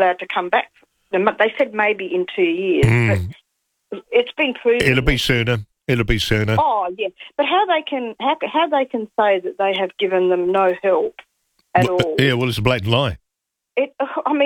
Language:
English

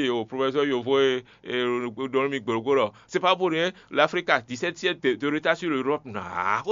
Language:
Fon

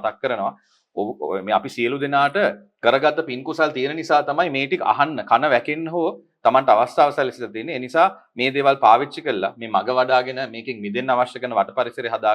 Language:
Sinhala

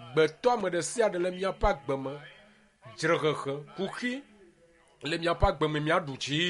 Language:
Ewe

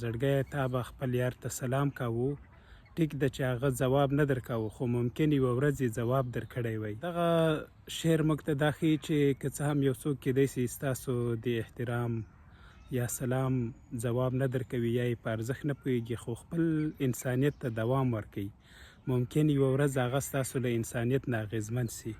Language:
Pashto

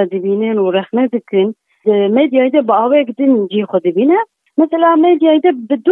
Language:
Kurdish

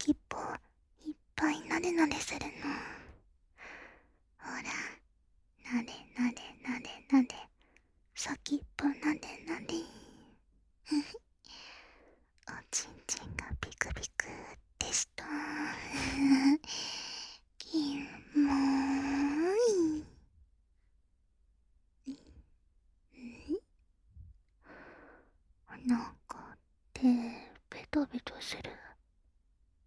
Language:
Japanese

